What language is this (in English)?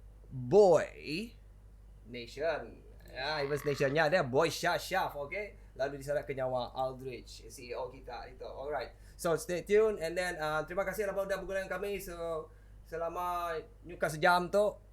Iban